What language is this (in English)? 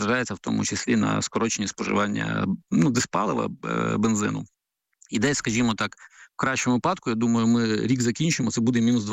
Ukrainian